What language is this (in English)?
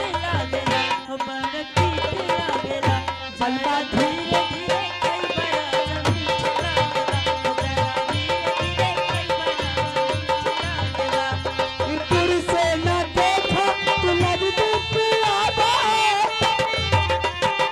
Bhojpuri